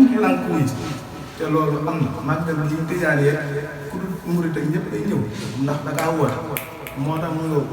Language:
Wolof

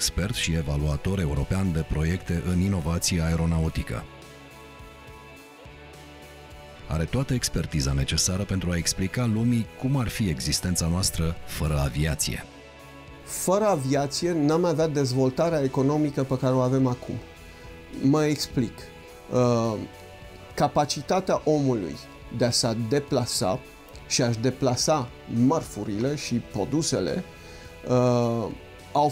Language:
Romanian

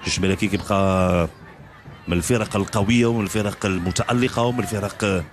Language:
Moroccan Arabic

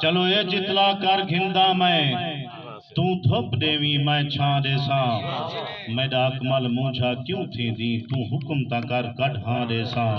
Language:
Saraiki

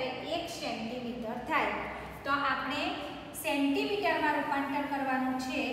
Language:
Gujarati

